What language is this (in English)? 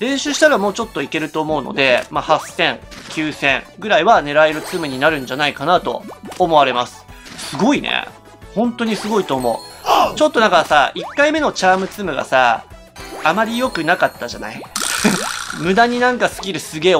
Japanese